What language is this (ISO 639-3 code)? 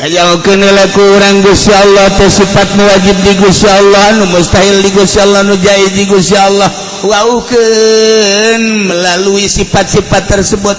sun